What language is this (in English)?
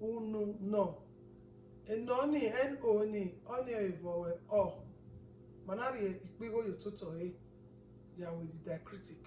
Bini